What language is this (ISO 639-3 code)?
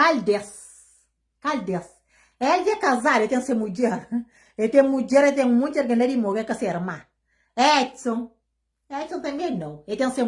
kea